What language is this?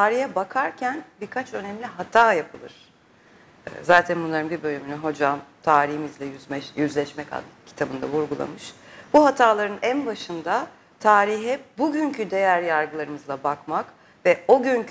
Turkish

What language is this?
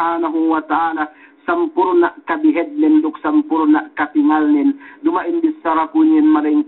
Yakan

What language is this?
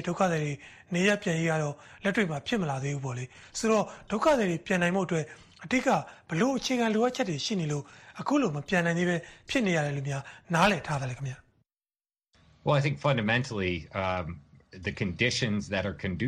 Burmese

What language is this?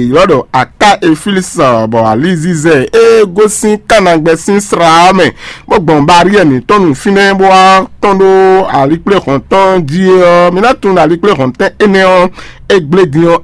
Fon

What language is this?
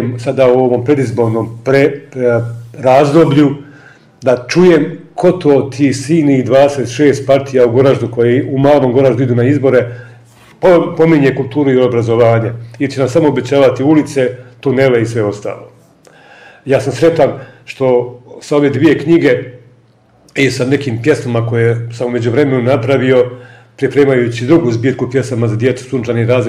Bosnian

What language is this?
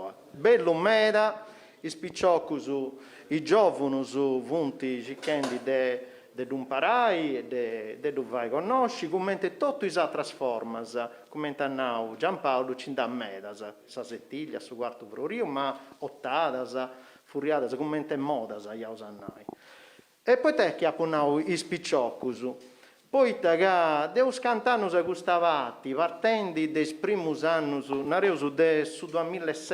Sardinian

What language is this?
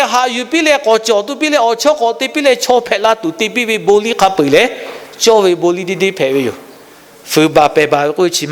Lahu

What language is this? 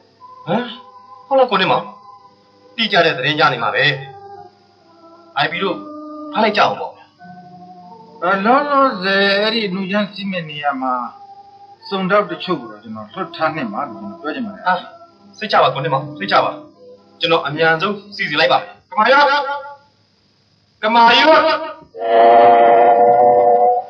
Burmese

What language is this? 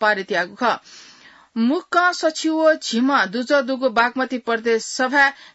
Newari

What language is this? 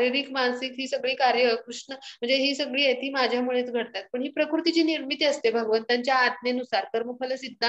Marathi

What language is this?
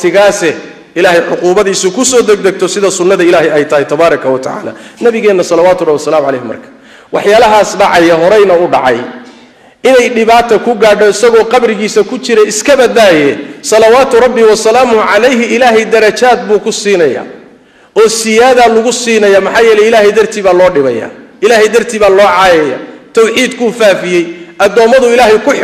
Somali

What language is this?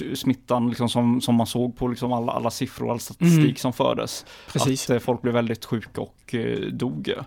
Swedish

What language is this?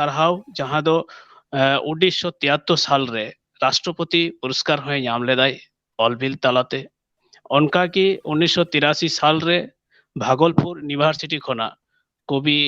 Santali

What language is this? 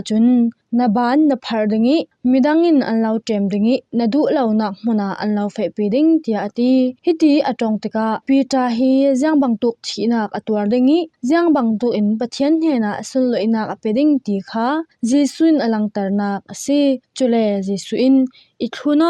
Falam Chin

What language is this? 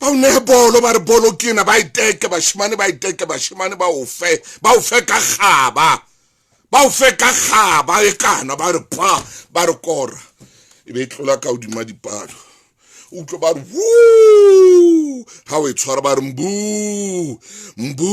Southern Sotho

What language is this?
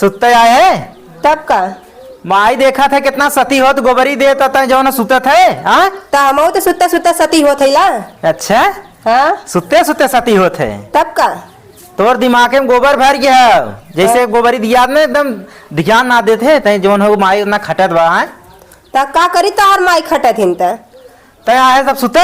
Awadhi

